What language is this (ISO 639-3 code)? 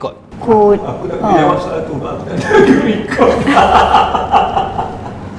msa